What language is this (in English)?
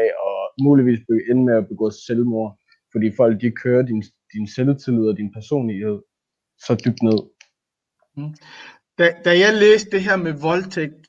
Danish